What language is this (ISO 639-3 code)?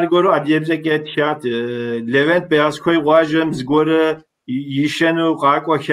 kbd